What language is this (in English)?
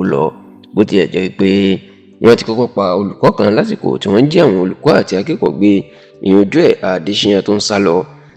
Yoruba